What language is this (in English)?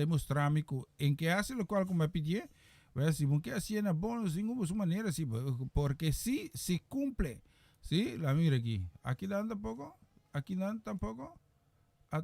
Papiamento